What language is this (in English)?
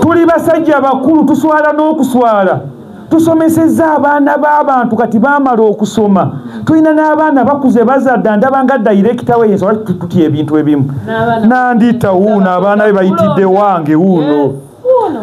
Ganda